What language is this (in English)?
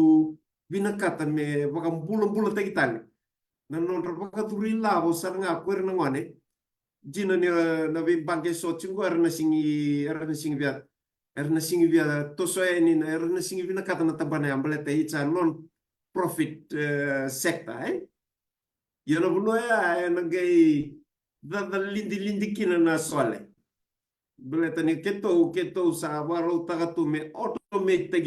Fijian